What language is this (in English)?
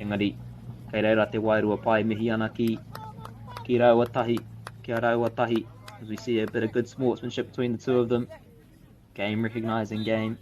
Māori